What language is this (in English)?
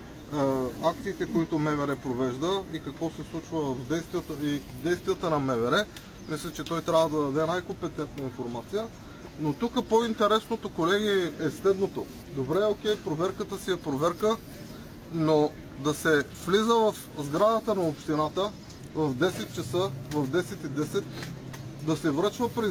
Bulgarian